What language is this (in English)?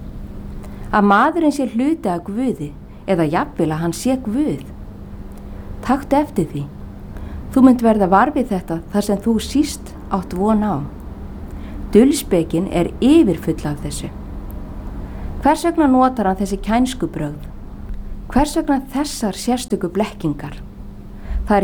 Icelandic